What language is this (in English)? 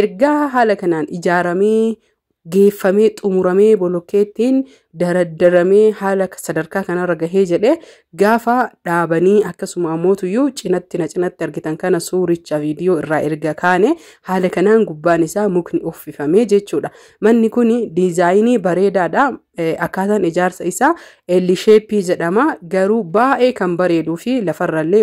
Oromo